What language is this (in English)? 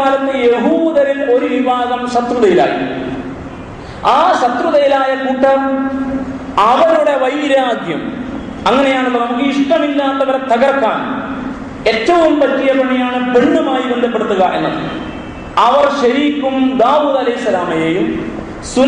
Malayalam